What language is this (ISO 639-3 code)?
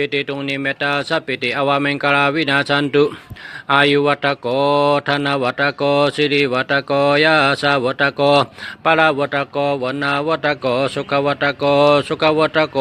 shn